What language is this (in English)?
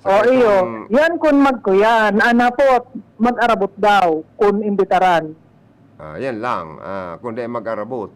Bikol